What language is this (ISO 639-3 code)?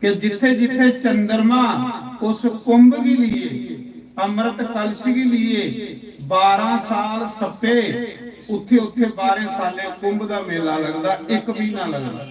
doi